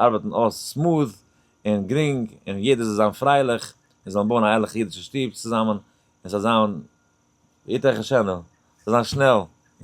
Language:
Yiddish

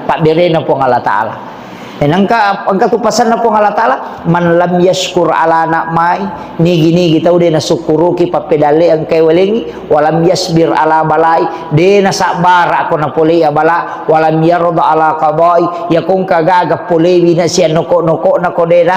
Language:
Buginese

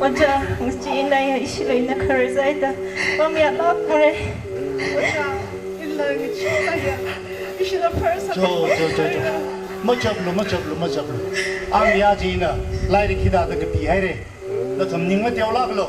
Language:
Tangkhul Naga (India)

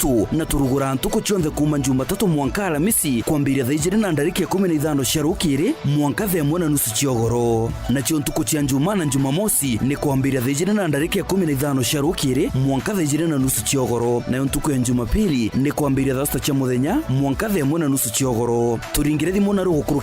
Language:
Meru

